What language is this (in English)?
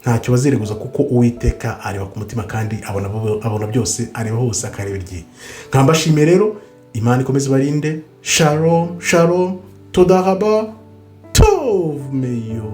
Kinyarwanda